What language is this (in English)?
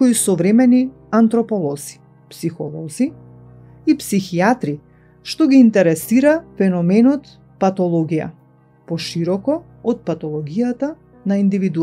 Macedonian